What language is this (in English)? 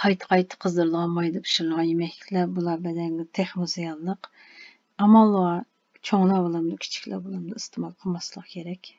Uyghur